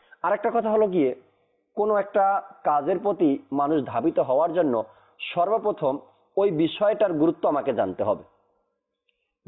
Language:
Bangla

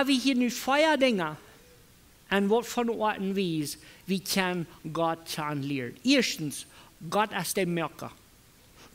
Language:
Plautdietsch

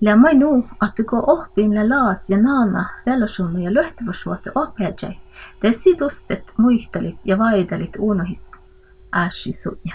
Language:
Northern Sami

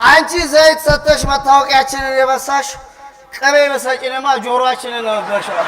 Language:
Amharic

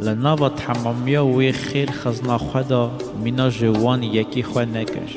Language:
Kurdish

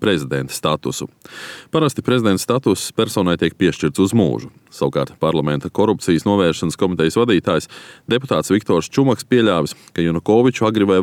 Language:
Latvian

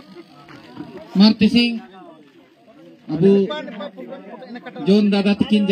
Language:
Hindi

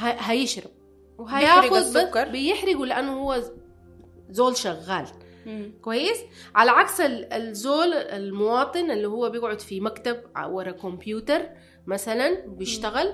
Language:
Sudanese Arabic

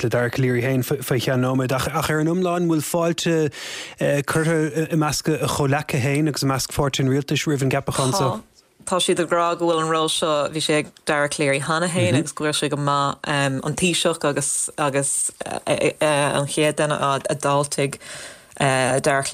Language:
Irish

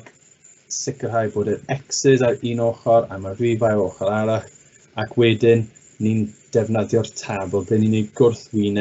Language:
Welsh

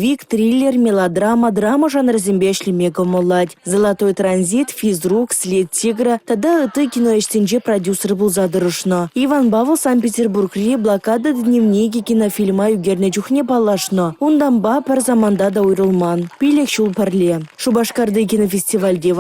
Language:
Chuvash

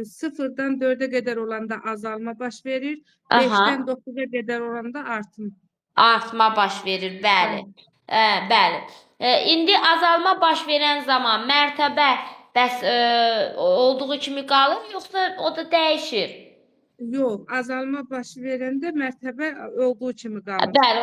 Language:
Azerbaijani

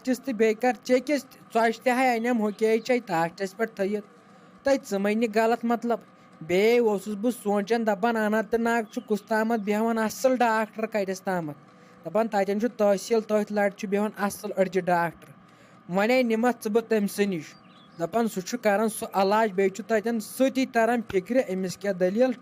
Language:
Kashmiri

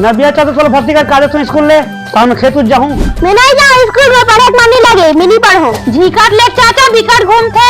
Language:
Chhattisgarhi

